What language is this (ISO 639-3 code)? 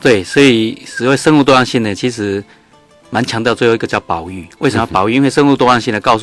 zho